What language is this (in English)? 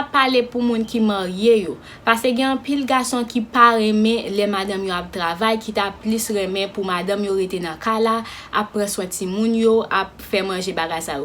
Haitian Creole